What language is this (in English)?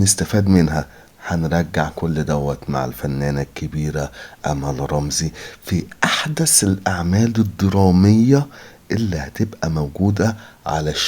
Egyptian Arabic